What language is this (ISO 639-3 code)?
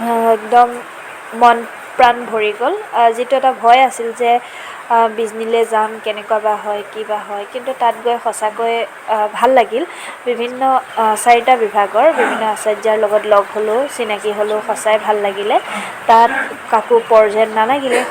asm